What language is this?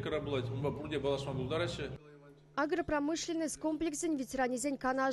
Chuvash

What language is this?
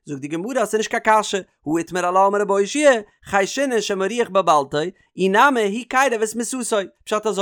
Yiddish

